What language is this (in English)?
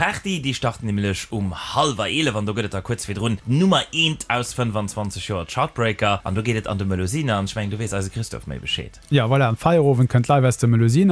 Luxembourgish